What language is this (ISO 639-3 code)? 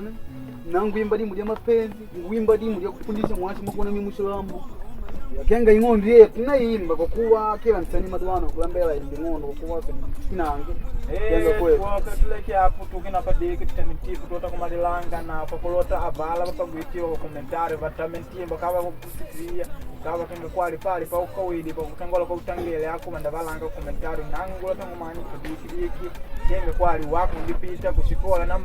kde